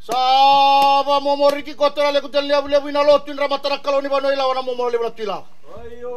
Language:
Fijian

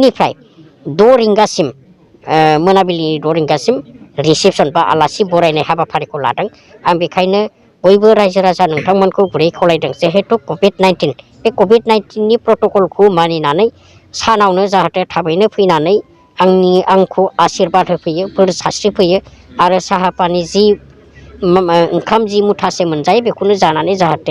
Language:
Bodo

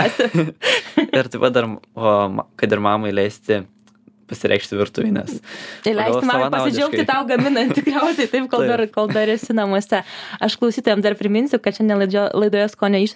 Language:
Lithuanian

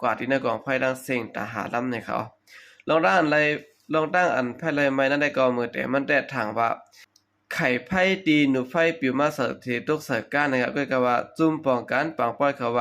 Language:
Shan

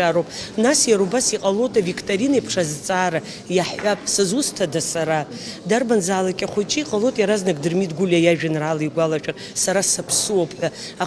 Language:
Abkhazian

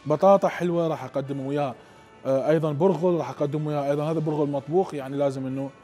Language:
Mesopotamian Arabic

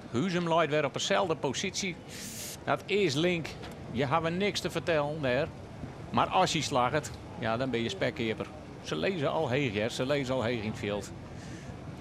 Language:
Western Frisian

